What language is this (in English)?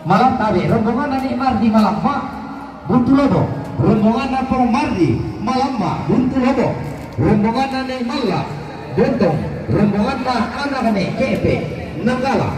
Toraja-Sa'dan